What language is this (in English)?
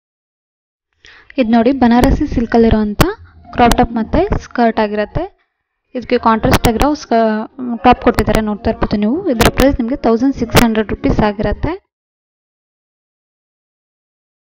Kannada